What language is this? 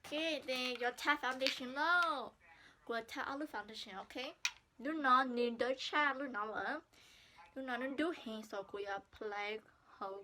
Hmong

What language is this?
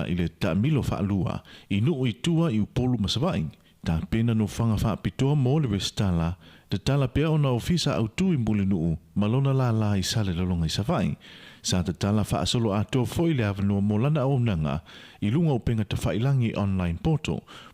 Samoan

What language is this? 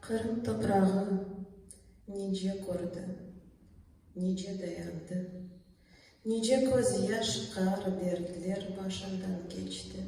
Crimean Tatar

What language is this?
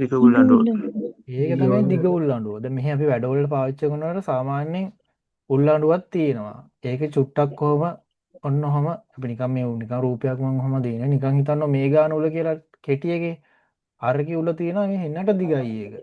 Sinhala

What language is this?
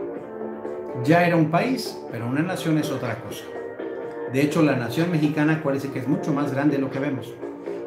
Spanish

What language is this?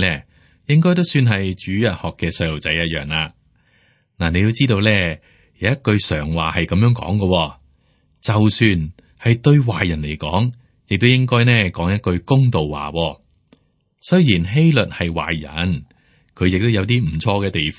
Cantonese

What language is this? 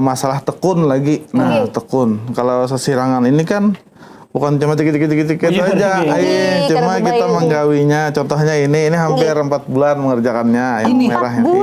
Banjar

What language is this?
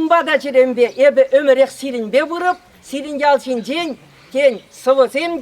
Chuvash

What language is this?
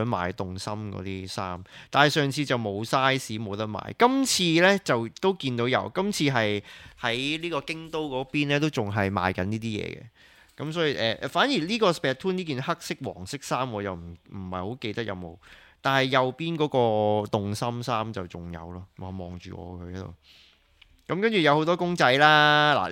Cantonese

